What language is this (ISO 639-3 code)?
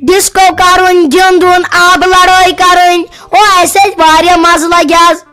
kas